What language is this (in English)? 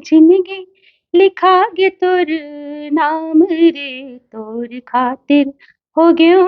Chhattisgarhi